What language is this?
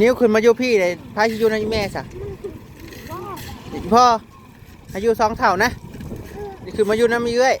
Northeastern Thai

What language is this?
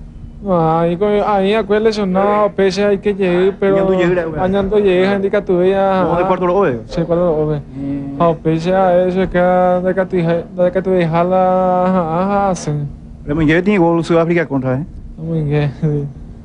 Guarani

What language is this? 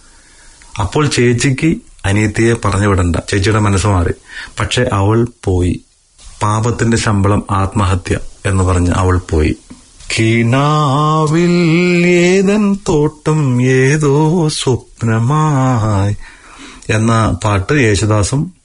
Malayalam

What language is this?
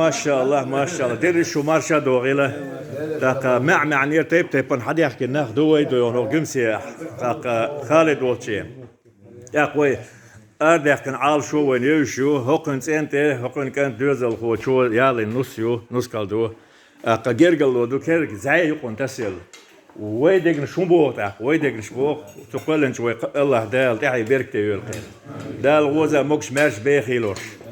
Chechen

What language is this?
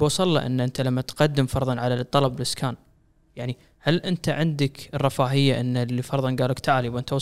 Gulf Arabic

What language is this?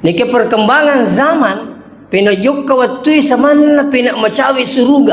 Buginese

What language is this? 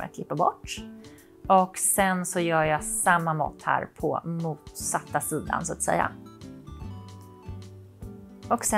Swedish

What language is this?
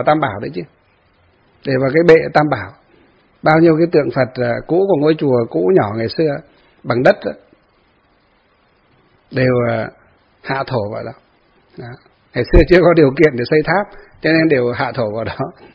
Vietnamese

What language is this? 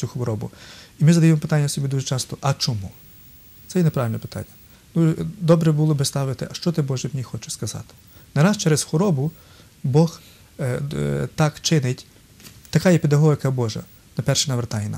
Ukrainian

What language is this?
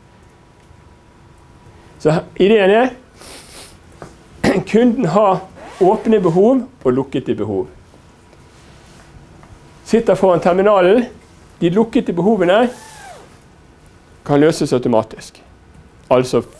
Norwegian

